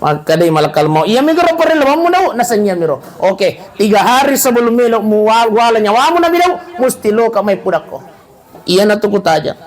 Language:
Buginese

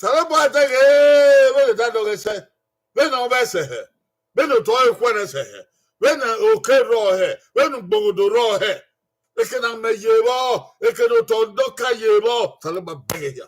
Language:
Bini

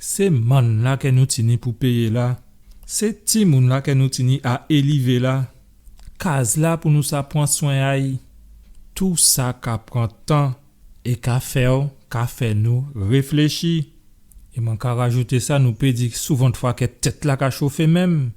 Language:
Guadeloupean Creole French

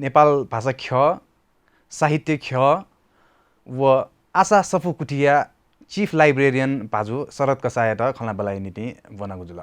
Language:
Newari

